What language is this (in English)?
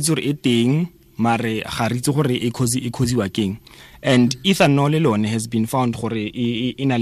Tswana